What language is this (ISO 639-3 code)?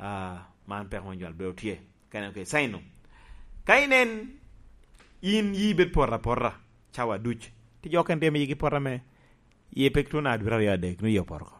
laj